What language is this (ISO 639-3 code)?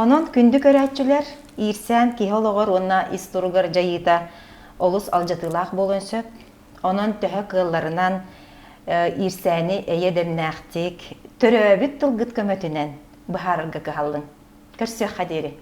sah